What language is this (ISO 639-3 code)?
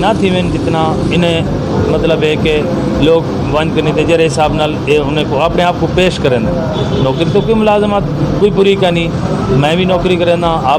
skr